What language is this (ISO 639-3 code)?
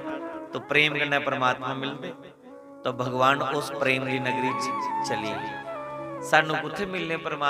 doi